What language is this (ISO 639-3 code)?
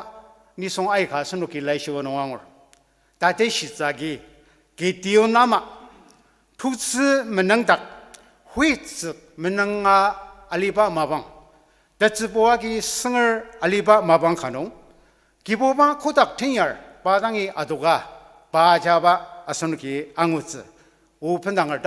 njo